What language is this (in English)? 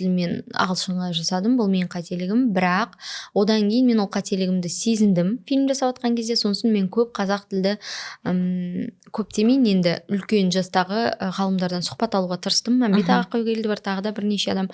Kazakh